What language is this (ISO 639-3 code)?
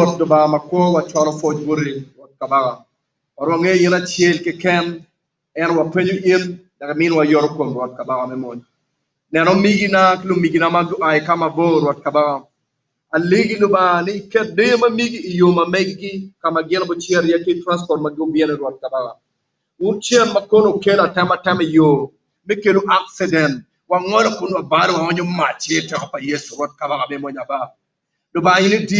ach